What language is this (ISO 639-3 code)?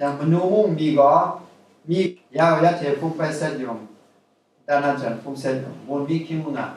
kac